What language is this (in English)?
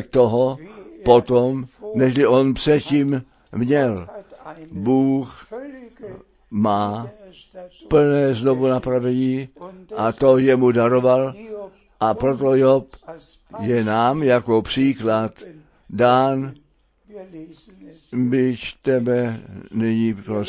Czech